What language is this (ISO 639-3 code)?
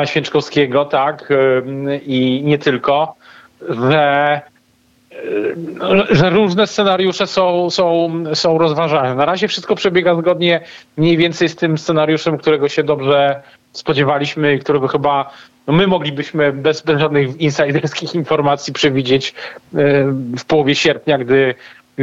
pol